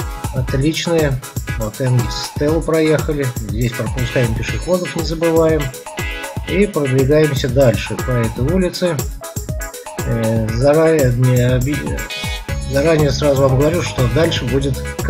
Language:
Russian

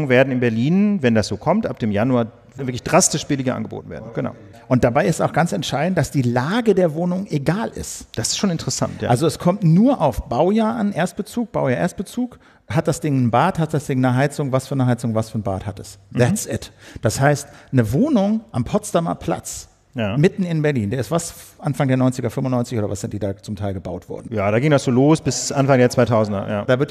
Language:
German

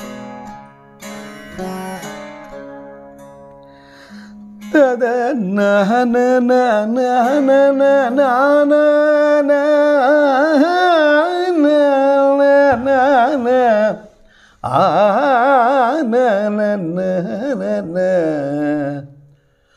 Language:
Kannada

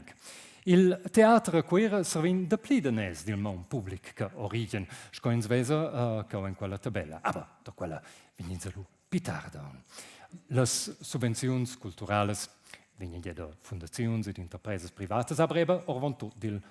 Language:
Romansh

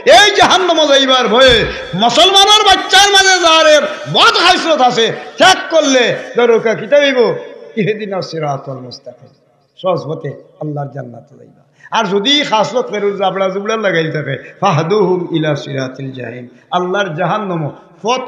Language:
Sylheti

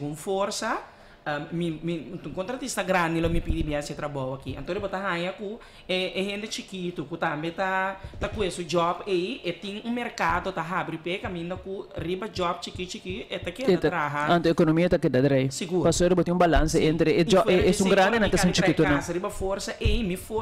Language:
Papiamento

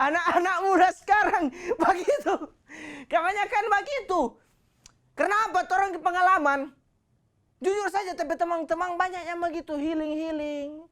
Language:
Manado Malay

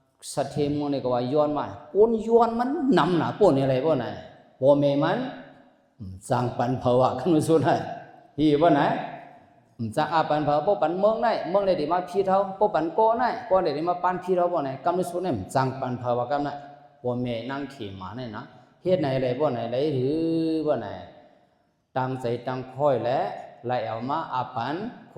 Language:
Shan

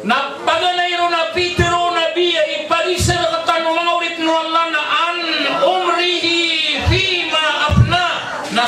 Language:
Maranao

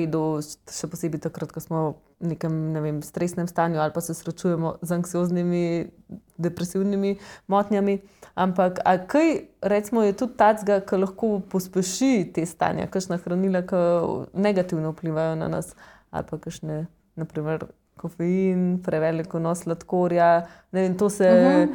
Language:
Slovenian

